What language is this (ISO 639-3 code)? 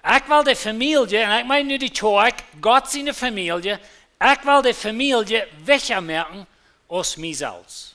pdt